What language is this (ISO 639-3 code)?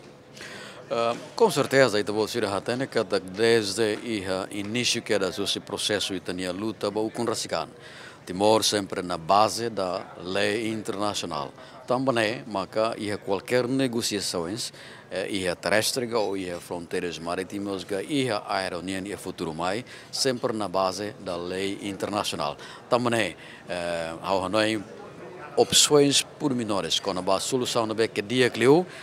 tet